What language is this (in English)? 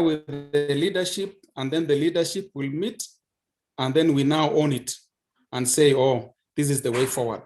Kalenjin